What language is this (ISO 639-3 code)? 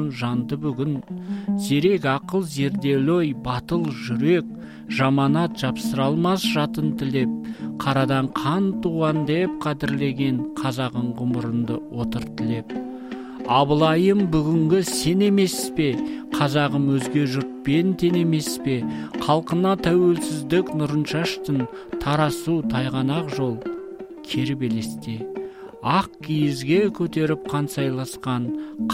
kaz